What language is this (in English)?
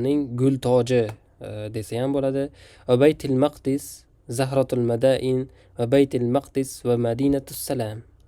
Uzbek